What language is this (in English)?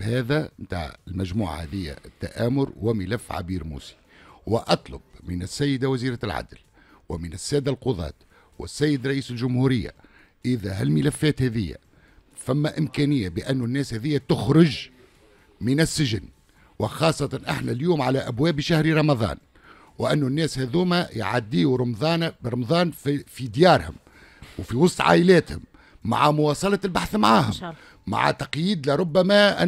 Tunisian Arabic